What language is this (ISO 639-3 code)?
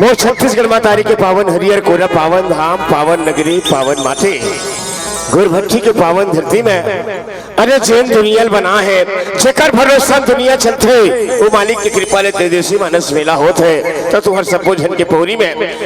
hne